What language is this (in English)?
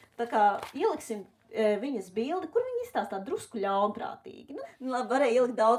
Latvian